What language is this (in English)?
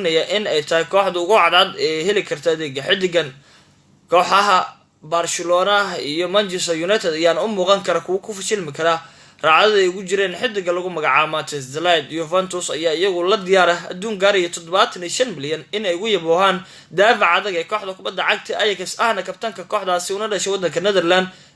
Somali